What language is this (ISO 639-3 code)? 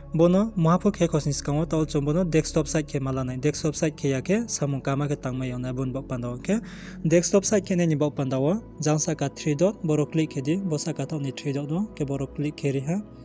ria